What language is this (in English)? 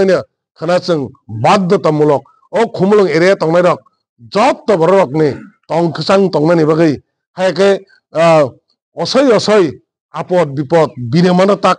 Kok Borok